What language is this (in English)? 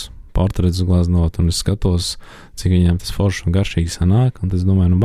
Latvian